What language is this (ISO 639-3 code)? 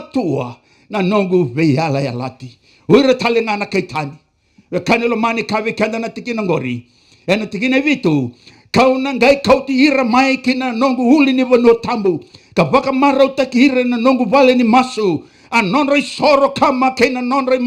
fij